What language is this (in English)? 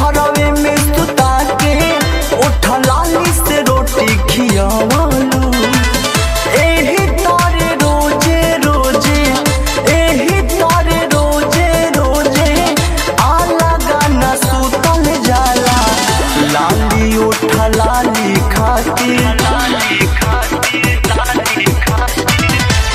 Bhojpuri